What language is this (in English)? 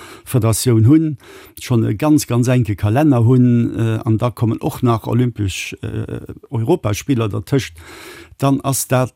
Luxembourgish